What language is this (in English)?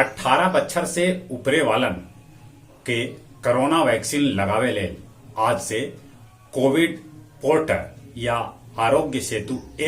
Magahi